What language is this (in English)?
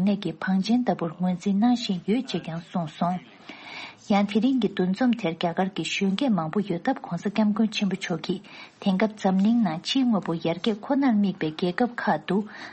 Tibetan